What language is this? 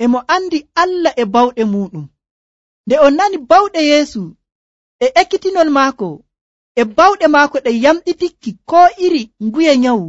Nigerian Fulfulde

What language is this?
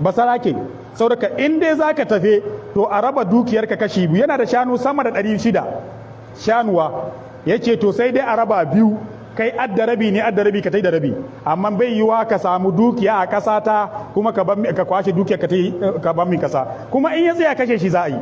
Hausa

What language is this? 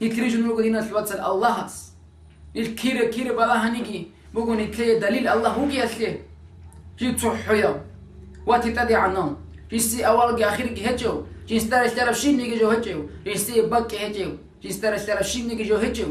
Avaric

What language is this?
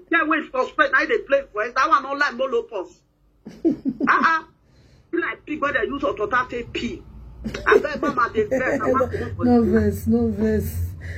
Nigerian Pidgin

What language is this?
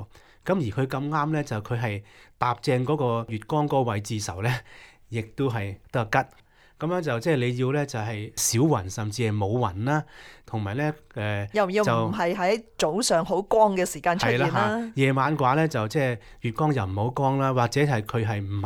Cantonese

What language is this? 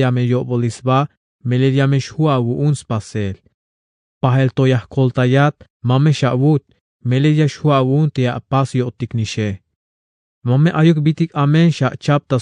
Tzeltal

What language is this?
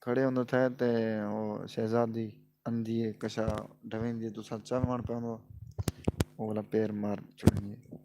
Saraiki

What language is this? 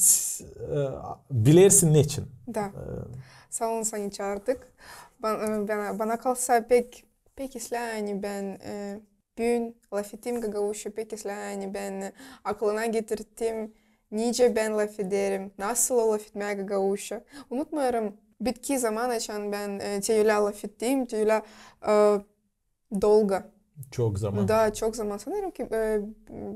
Gagauz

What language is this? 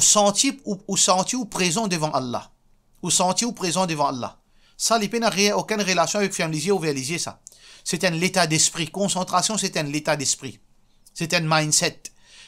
Morisyen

